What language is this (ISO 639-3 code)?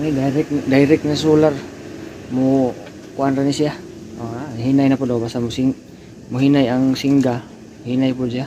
ceb